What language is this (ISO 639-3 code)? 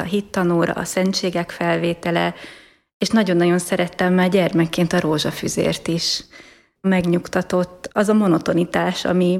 hun